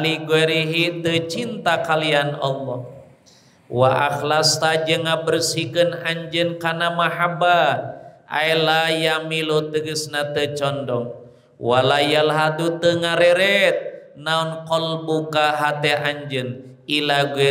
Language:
Sundanese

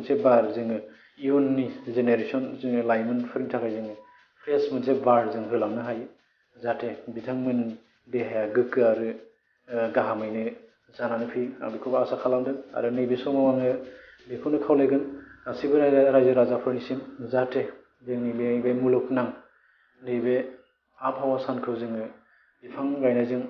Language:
Bodo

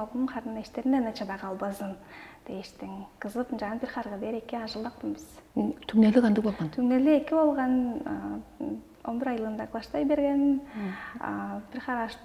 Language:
Tuvinian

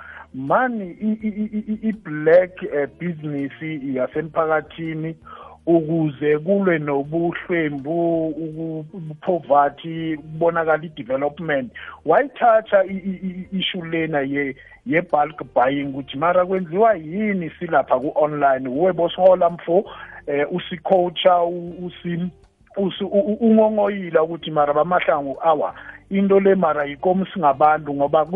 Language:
South Ndebele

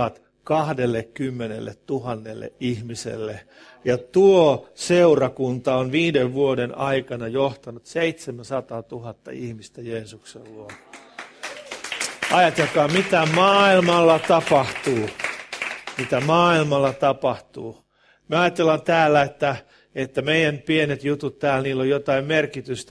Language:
Finnish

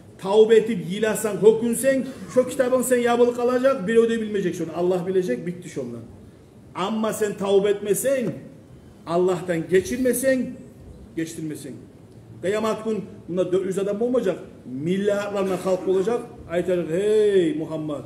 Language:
Kumyk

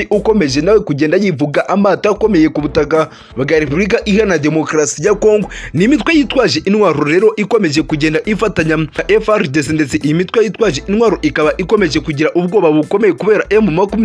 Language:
Kinyarwanda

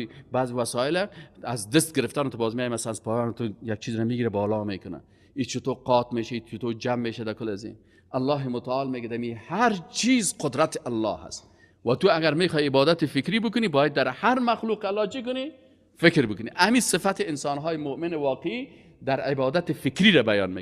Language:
Persian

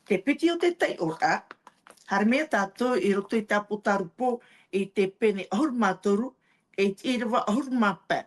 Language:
Tahitian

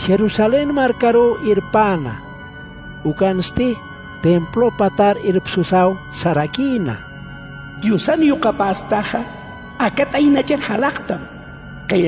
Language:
Aymara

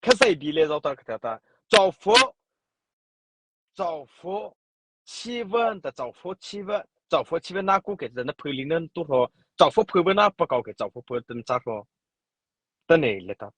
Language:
Mara Chin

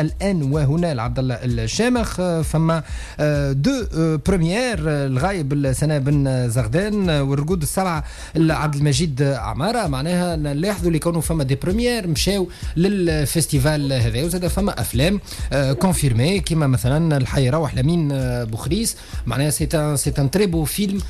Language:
Tunisian Arabic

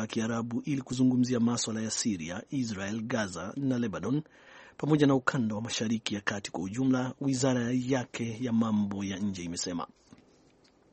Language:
Swahili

